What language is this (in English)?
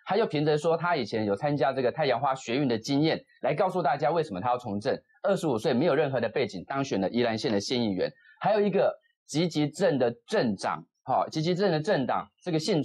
Chinese